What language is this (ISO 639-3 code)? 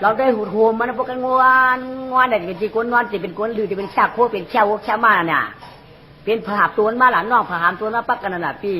shn